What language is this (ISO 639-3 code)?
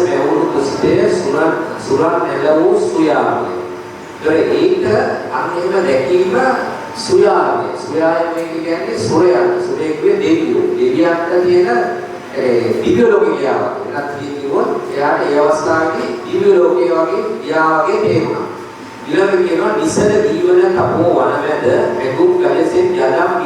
sin